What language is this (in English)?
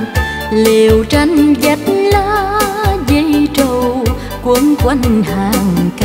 Vietnamese